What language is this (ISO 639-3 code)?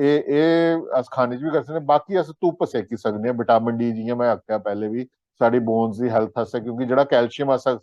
doi